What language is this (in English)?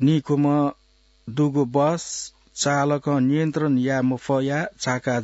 Newari